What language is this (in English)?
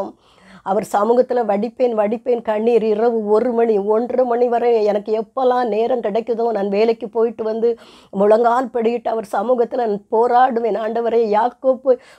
Tamil